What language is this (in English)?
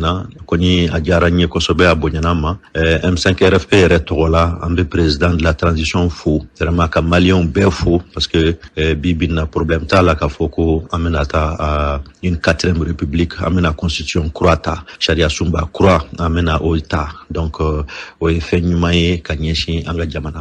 Bambara